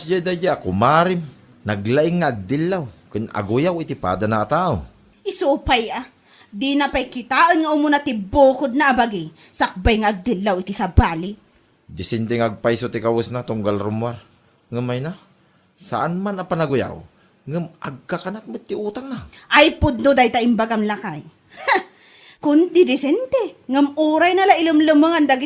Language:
Iloko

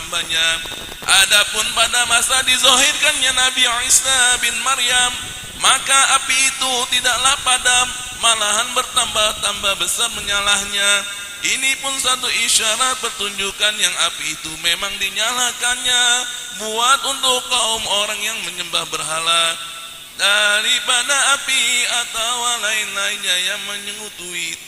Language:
Betawi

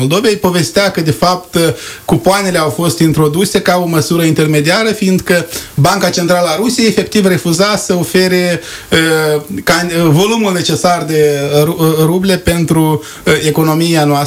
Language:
Romanian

